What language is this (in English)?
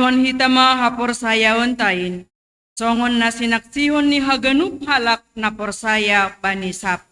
Batak Simalungun